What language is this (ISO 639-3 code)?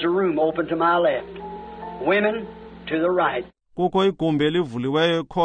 xho